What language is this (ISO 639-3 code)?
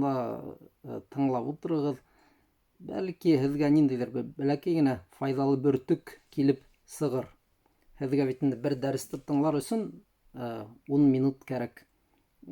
bak